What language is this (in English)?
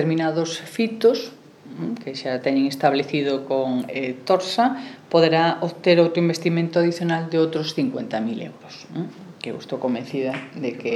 Galician